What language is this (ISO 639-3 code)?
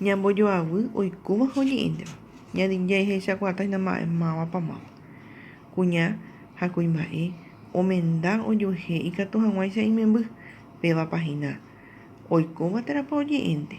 grn